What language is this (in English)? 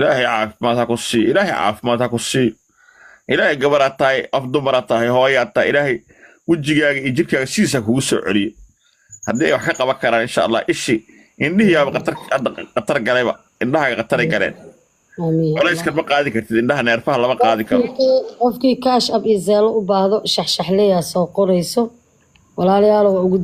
Somali